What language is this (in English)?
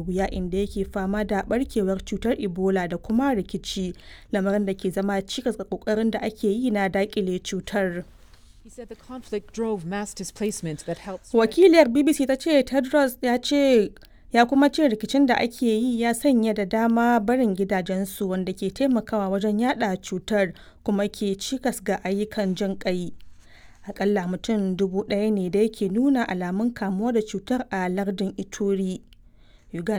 Hausa